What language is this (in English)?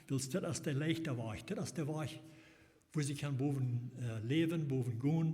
Plautdietsch